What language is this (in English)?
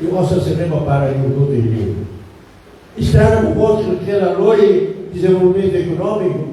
Tetum